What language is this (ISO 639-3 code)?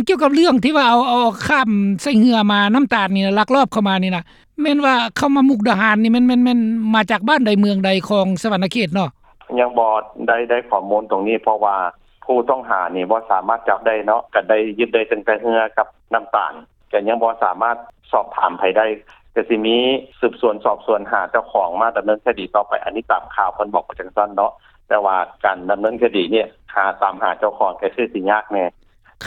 lao